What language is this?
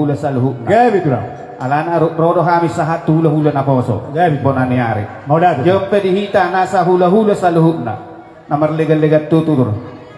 Batak Toba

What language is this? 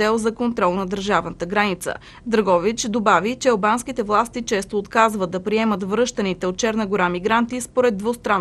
Bulgarian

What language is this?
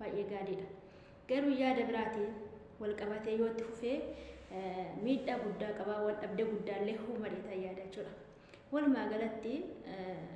Oromo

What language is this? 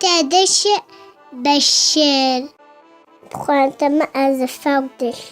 Adyghe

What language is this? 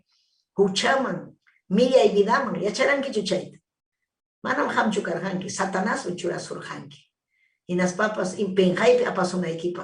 Ayacucho Quechua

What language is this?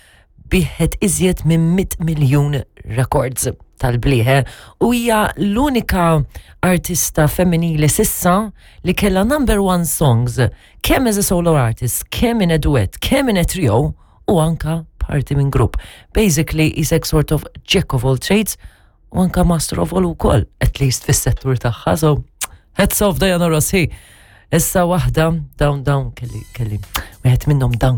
Maltese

